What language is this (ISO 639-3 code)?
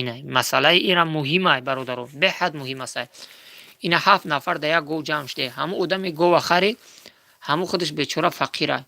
tgk